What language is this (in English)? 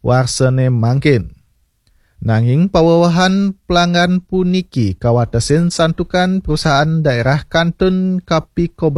Balinese